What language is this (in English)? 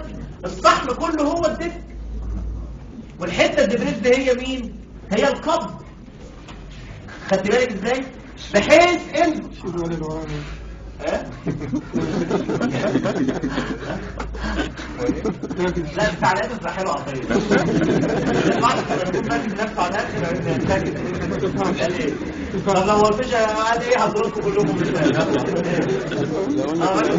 Egyptian Arabic